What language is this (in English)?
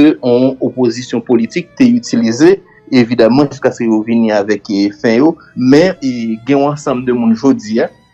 Haitian Creole